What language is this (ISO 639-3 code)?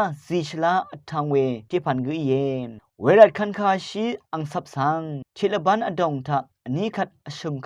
raw